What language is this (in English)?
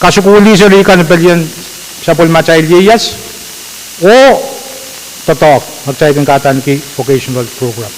Pohnpeian